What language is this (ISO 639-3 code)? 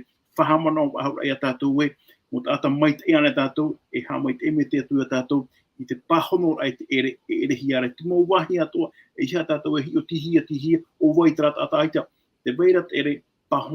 tah